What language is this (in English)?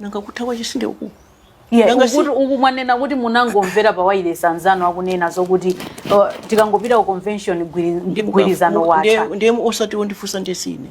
Nyanja